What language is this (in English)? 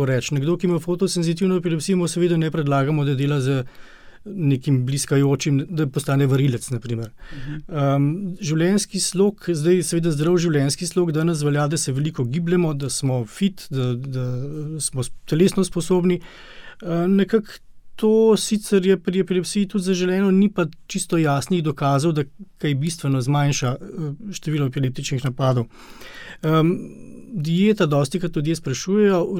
Slovenian